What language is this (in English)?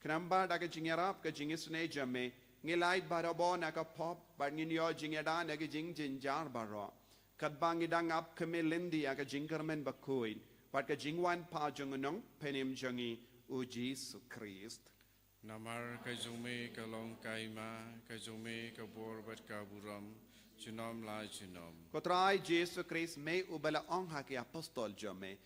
Khasi